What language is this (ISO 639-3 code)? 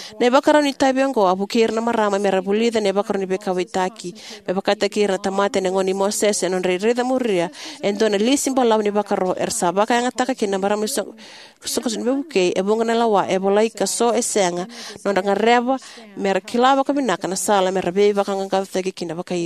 fij